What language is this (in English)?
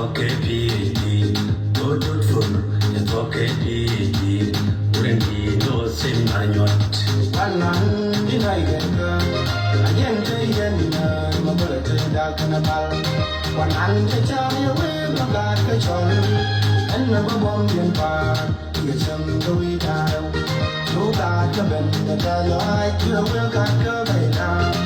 Nuer